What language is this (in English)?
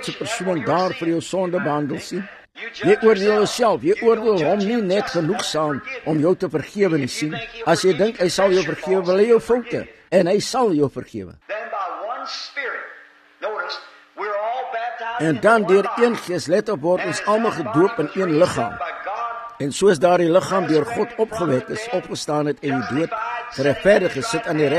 Afrikaans